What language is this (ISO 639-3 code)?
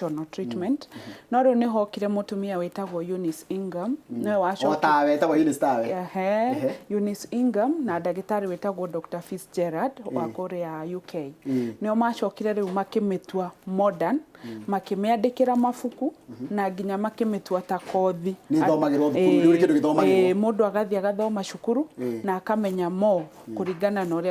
kik